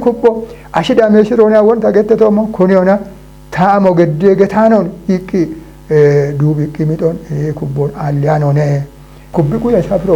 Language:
Kafa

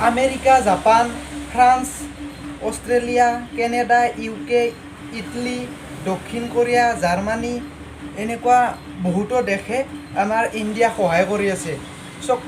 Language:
Assamese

